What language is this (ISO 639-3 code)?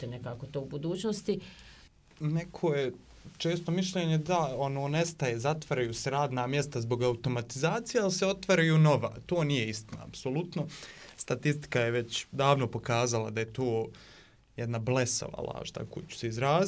bos